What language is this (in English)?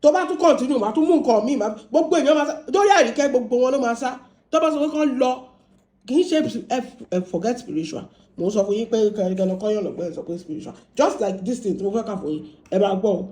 Yoruba